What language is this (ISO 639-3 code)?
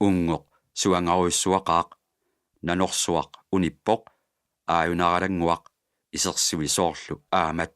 kal